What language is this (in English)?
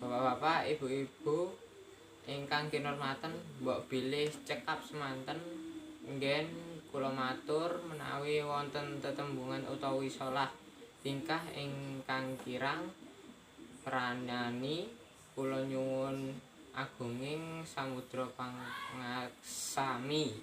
Javanese